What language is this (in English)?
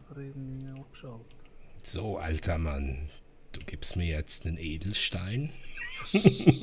Swiss German